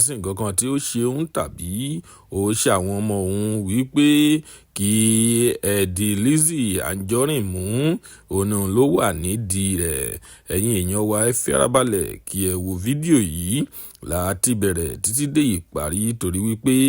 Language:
Yoruba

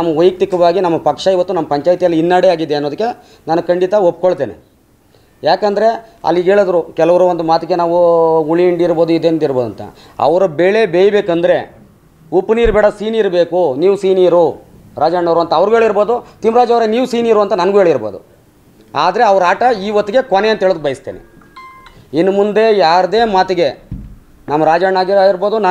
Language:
Kannada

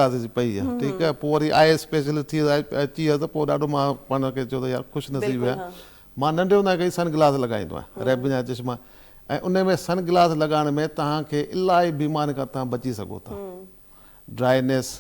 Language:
Sindhi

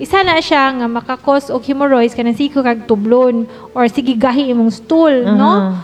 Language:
Cebuano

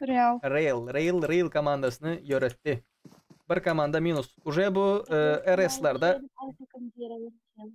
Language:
Turkmen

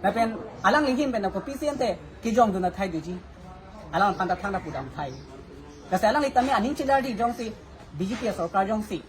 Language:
Karbi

